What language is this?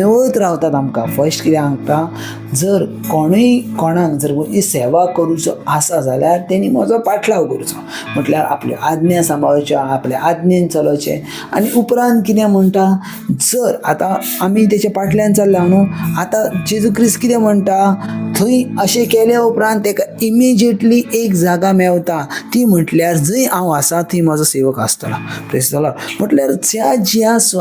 Konkani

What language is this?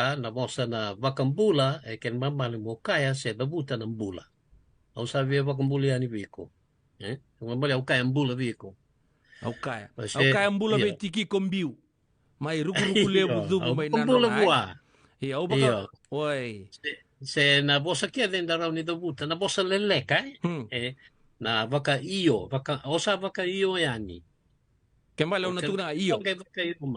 Fijian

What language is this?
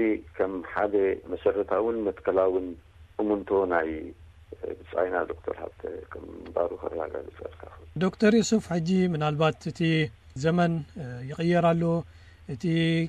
Tigrinya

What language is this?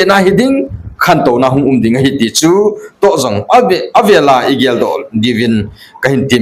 Thado Chin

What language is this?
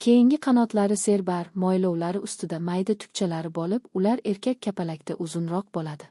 Uzbek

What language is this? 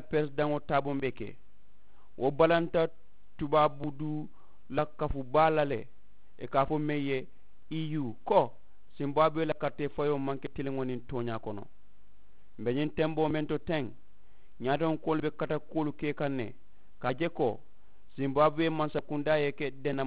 Mandingo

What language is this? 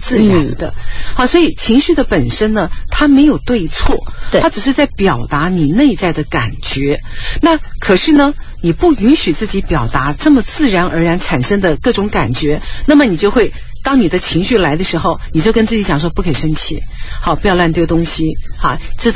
Chinese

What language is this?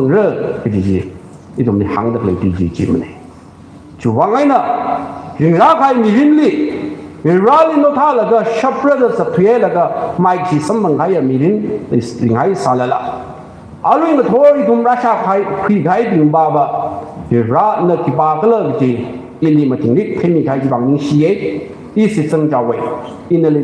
Tangkhul Naga (India)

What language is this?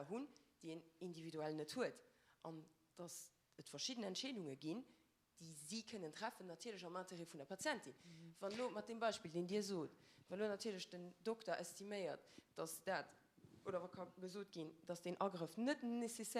Luxembourgish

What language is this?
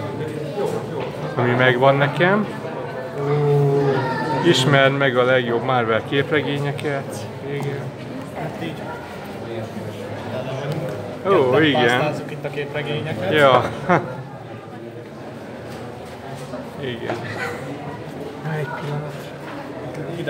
Hungarian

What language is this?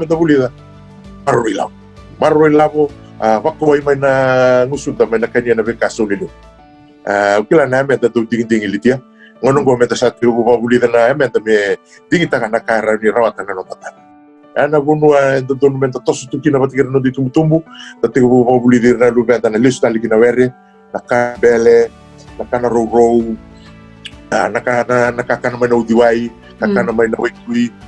Fijian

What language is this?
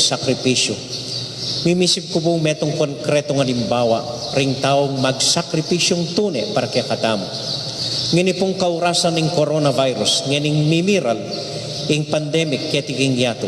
Pampanga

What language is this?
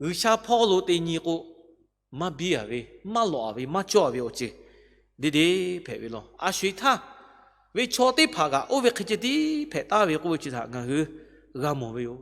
Lahu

